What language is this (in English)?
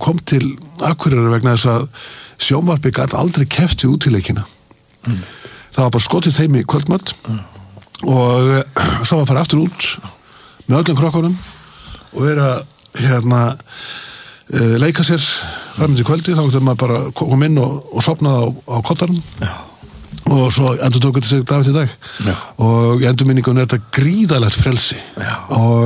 Icelandic